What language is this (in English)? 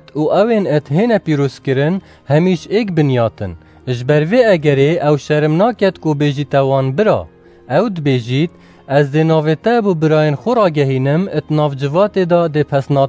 Kurdish